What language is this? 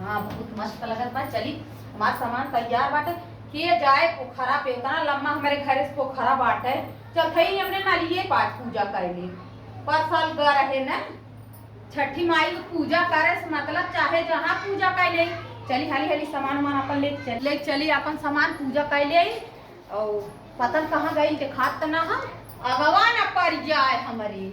Awadhi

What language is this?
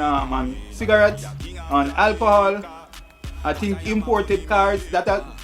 Jamaican Creole English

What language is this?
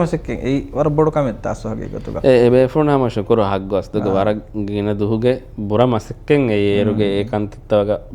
Divehi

